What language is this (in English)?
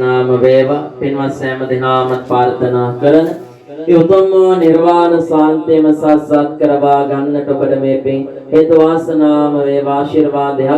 Sinhala